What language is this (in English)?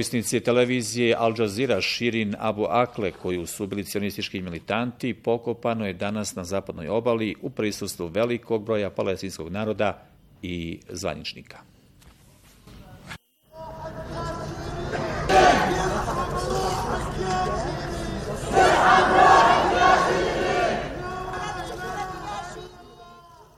Bosnian